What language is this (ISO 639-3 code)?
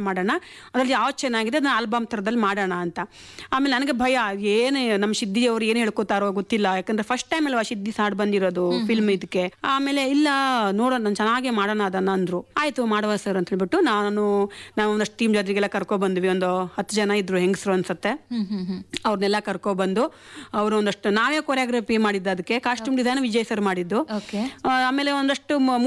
kan